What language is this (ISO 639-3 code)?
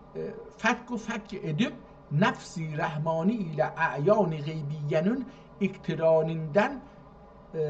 azb